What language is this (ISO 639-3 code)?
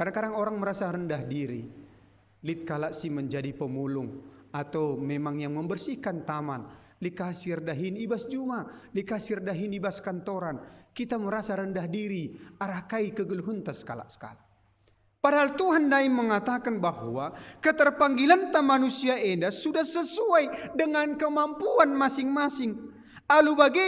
btx